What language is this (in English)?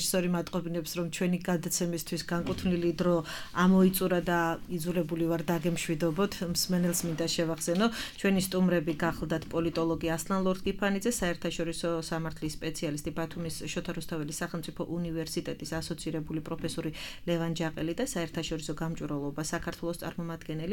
Georgian